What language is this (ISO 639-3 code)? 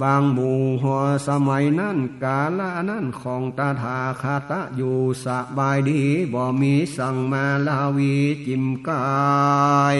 nod